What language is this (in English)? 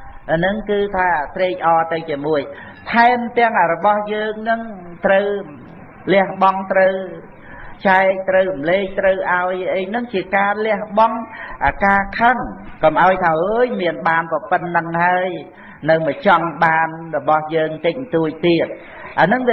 Khmer